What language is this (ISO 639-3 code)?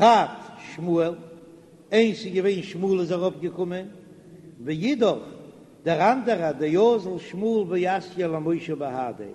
yid